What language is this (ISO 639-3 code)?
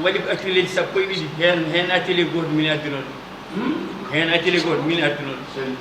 ful